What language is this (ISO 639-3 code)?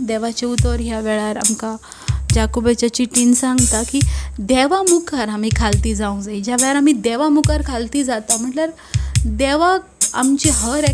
kok